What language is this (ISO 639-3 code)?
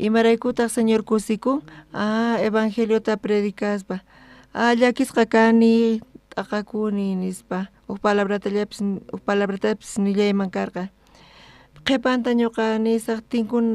quh